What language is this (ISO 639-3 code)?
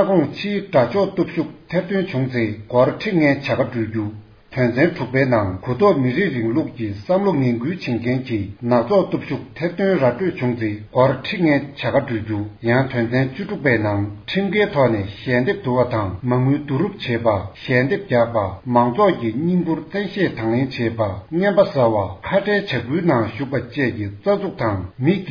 bod